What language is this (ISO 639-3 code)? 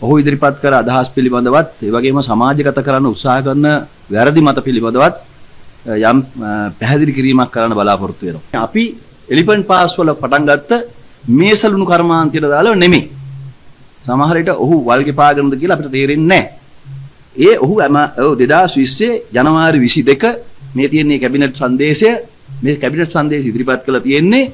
sin